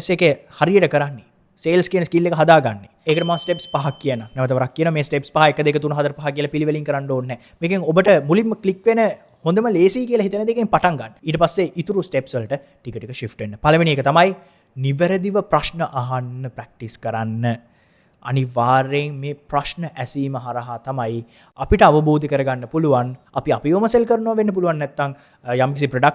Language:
Sinhala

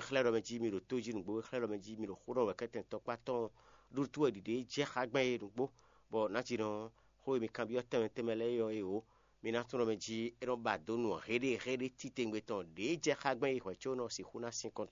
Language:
Fon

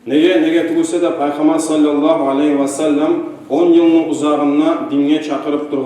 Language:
Kumyk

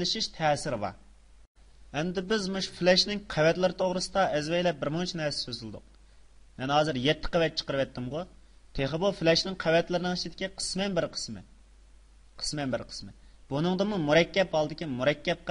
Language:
Uyghur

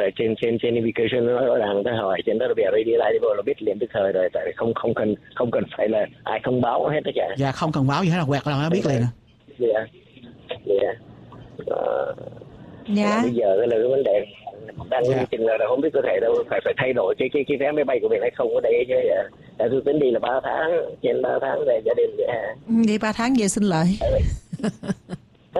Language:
Vietnamese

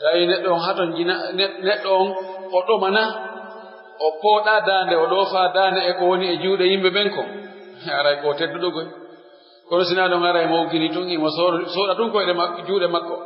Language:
Pular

